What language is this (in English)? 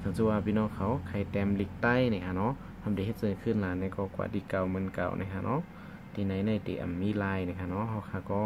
Shan